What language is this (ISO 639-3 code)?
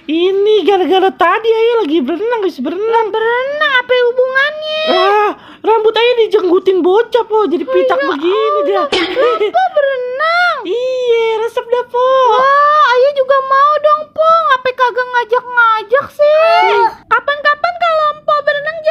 bew